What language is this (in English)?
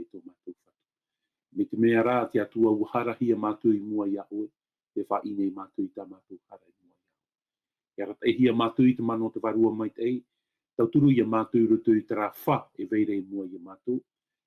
Tahitian